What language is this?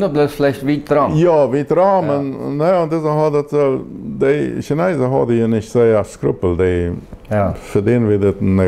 Plautdietsch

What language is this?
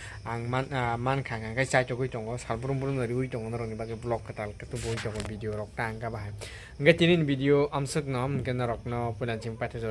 Kok Borok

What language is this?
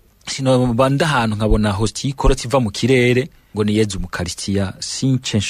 Rundi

